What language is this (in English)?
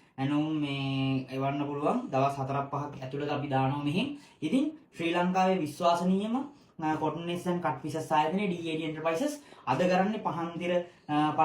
Sinhala